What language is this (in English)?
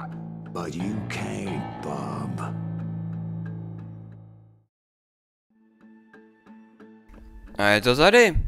Czech